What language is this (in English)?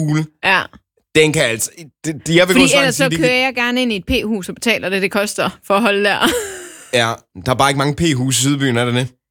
Danish